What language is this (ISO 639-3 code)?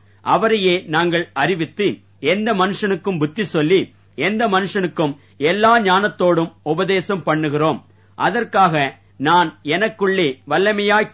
tam